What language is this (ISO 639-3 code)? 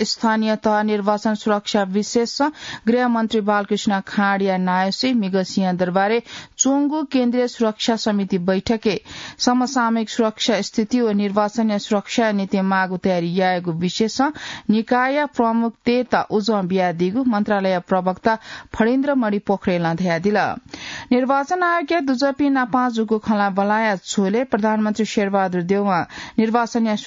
new